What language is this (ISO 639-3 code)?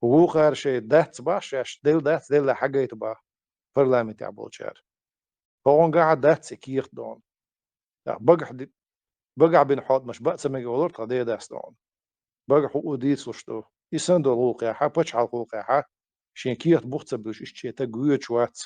che